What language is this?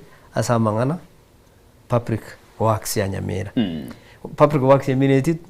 Gusii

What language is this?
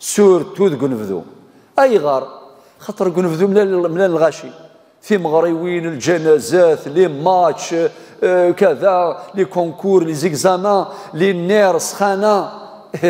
Kabyle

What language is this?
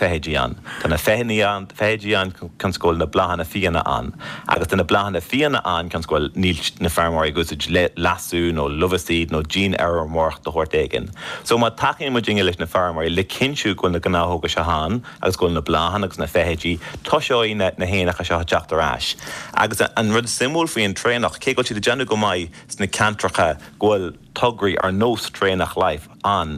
Irish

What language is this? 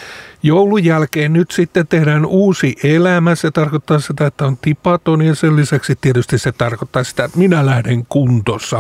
Finnish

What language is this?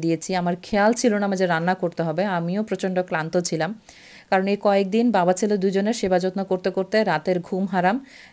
Bangla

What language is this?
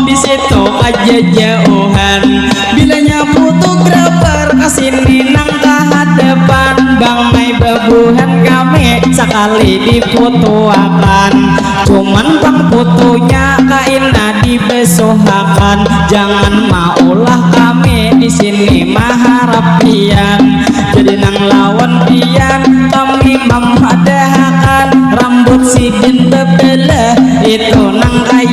Banjar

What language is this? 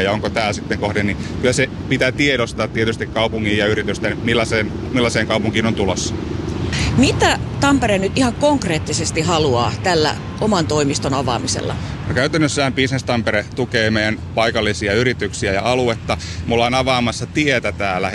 Finnish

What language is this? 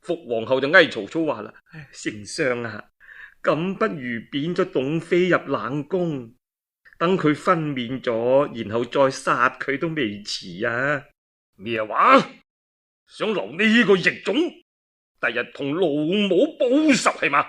Cantonese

